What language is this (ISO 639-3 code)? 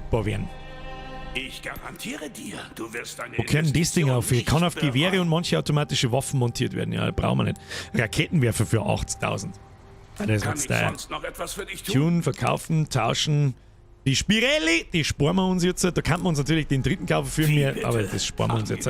bar